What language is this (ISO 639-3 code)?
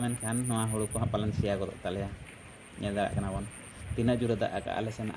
sat